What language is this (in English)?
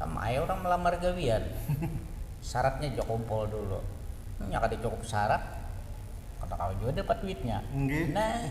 Banjar